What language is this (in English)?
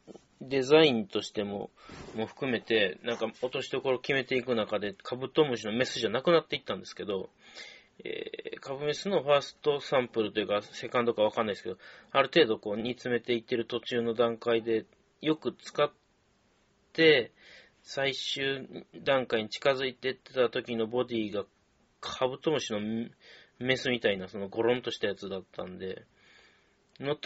Japanese